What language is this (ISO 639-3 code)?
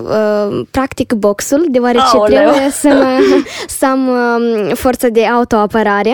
ron